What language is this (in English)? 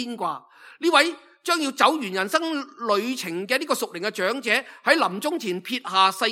Cantonese